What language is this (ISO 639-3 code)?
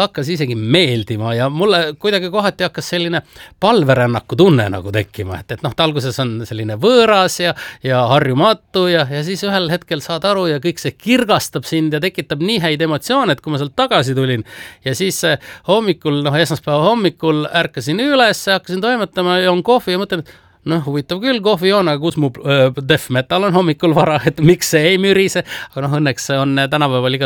est